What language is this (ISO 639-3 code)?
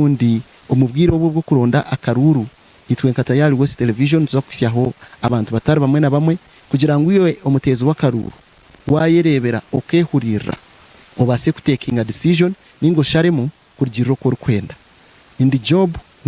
nyn